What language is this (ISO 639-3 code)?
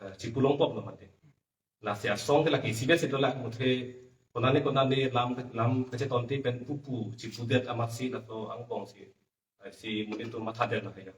mjw